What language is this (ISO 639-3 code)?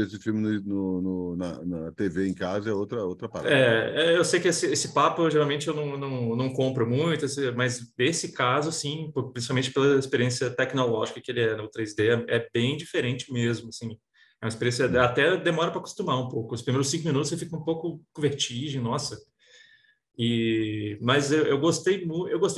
por